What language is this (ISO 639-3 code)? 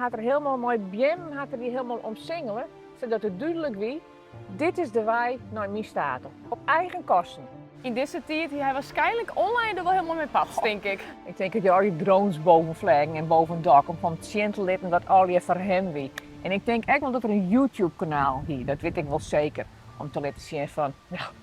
fry